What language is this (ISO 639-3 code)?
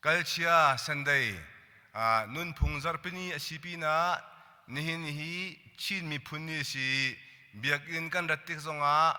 cnh